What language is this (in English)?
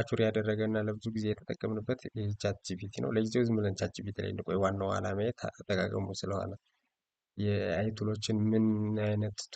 Amharic